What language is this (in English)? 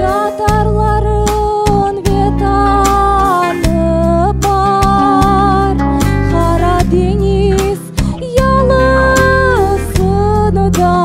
Crimean Tatar